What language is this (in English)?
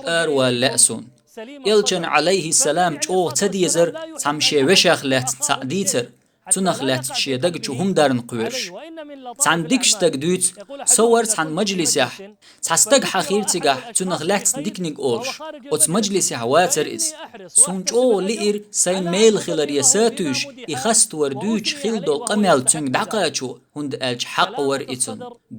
Chechen